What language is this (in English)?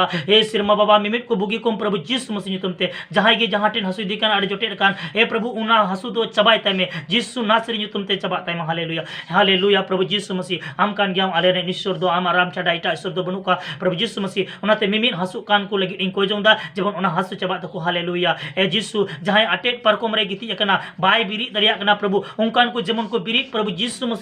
Santali